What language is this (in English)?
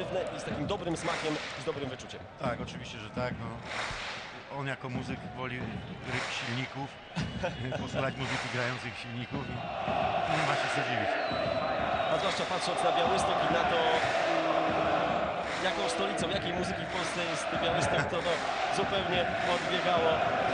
Polish